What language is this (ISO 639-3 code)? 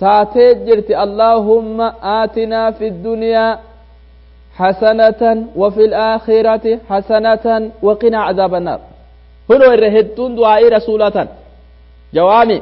orm